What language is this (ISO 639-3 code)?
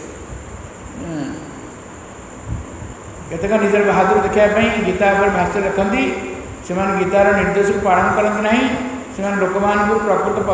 ori